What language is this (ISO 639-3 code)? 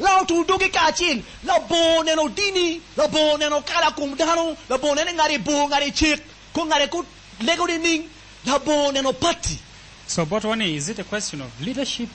ach